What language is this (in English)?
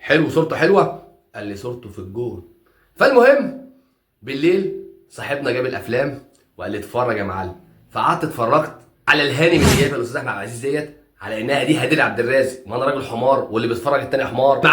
Egyptian Arabic